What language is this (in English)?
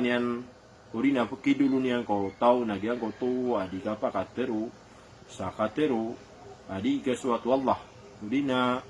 Maranao